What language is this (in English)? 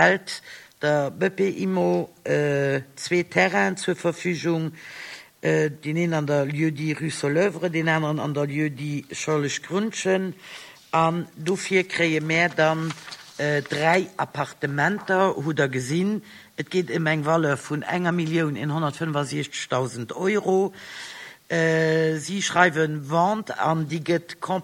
Luxembourgish